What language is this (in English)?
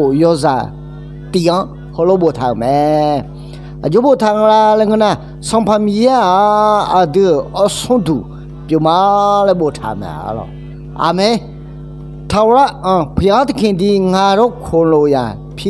Akha